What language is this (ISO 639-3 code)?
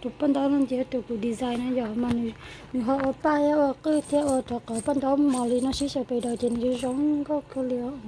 hmn